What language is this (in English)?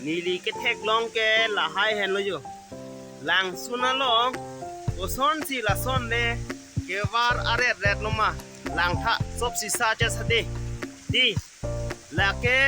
Karbi